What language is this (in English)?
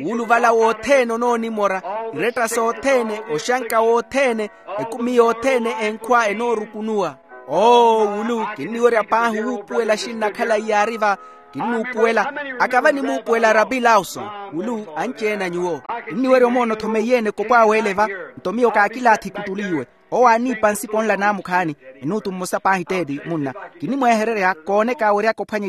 Makhuwa